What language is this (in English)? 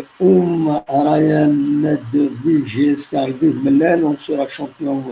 Kabyle